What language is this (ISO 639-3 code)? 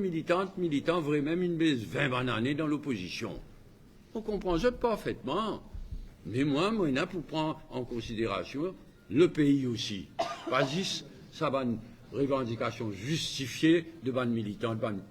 mfe